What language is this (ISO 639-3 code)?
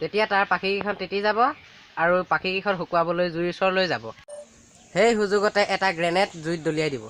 asm